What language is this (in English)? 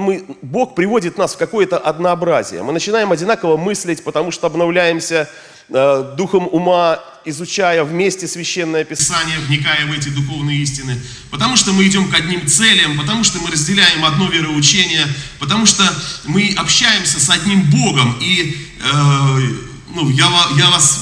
Russian